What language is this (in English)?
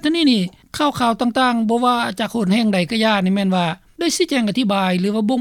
Lao